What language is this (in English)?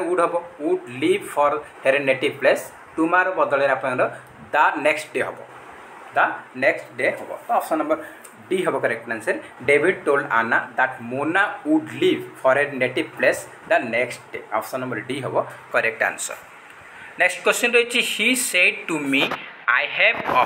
Odia